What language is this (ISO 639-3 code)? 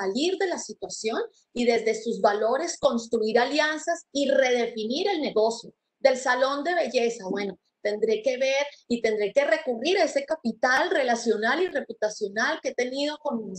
spa